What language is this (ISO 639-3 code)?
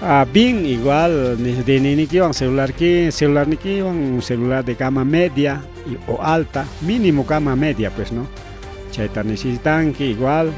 quy